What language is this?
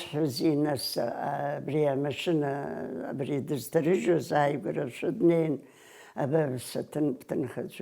Abkhazian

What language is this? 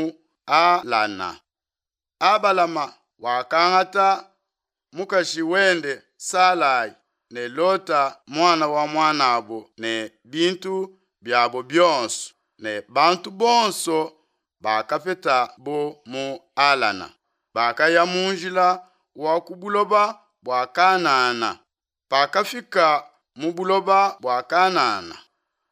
Luba-Lulua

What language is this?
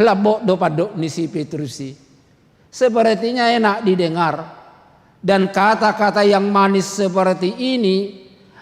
Batak Toba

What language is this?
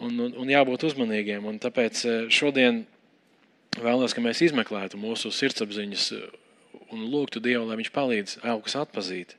Latvian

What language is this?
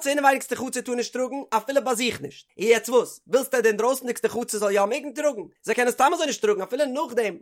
Yiddish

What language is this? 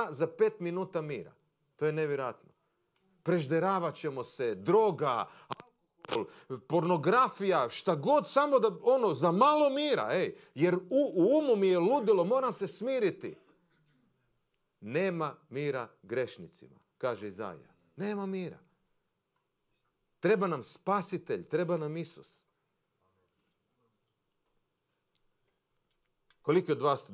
Croatian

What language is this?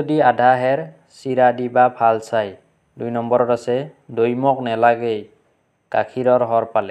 Assamese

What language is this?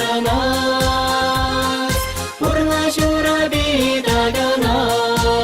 Chuvash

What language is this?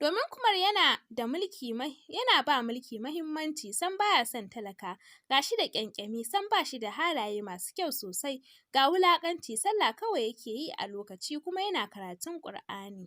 Hausa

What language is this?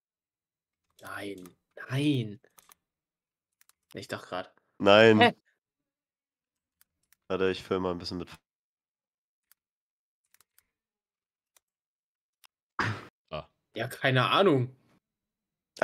German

